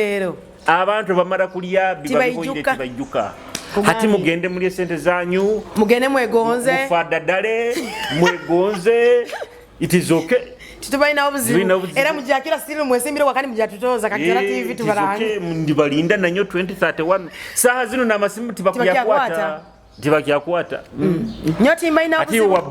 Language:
Nyoro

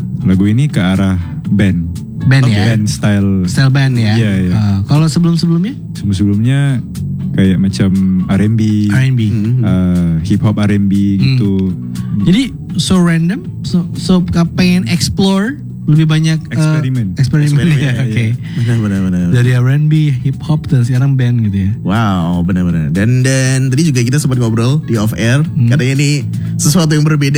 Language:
Indonesian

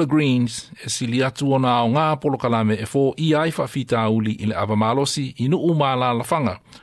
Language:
Samoan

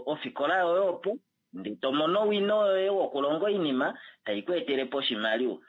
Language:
Kuanyama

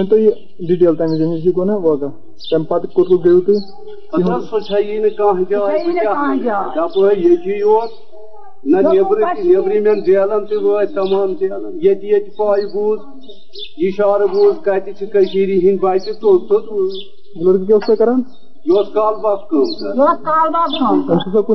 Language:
Kashmiri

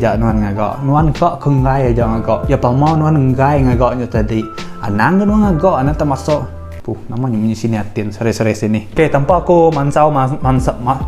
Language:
Iban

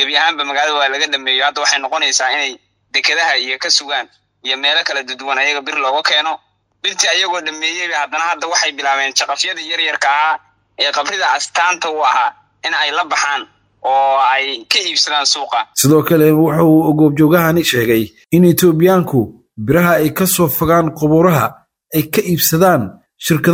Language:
Somali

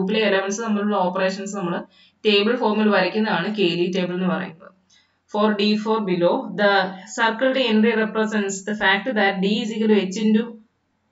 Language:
Malayalam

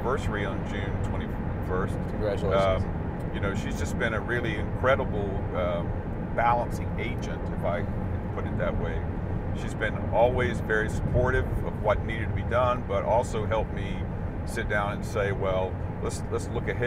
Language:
English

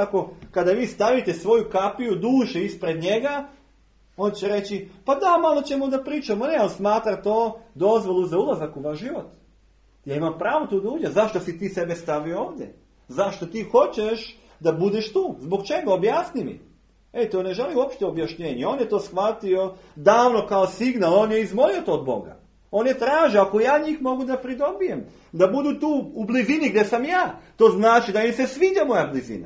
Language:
Serbian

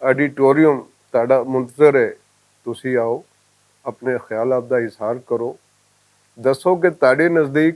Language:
Western Panjabi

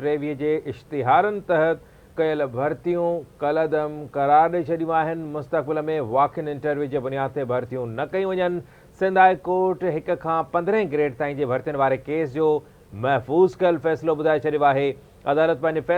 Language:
Sindhi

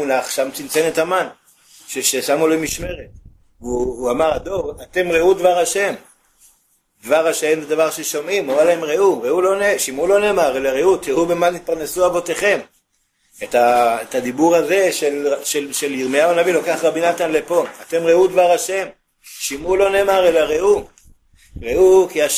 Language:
Hebrew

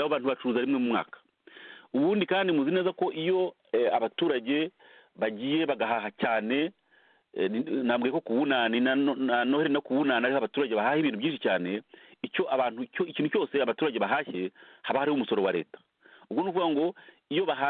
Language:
Kinyarwanda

